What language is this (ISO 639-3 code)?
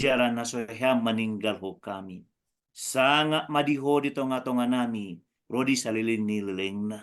bbc